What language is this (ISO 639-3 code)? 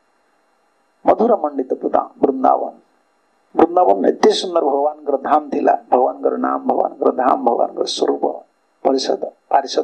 ori